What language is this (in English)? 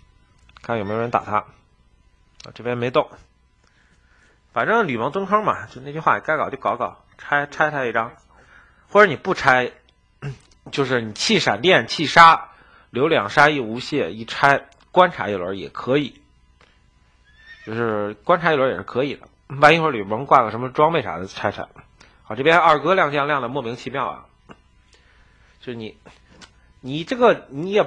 Chinese